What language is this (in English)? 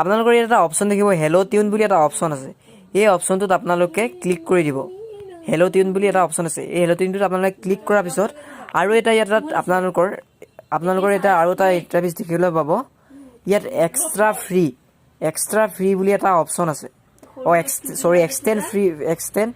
Assamese